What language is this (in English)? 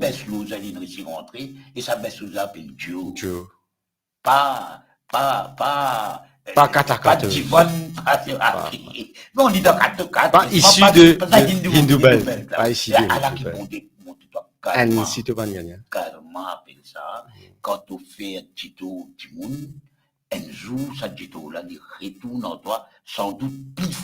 Morisyen